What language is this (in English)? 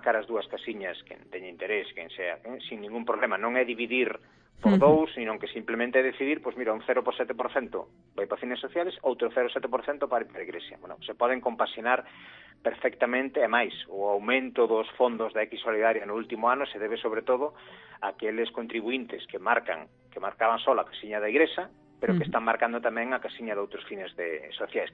Galician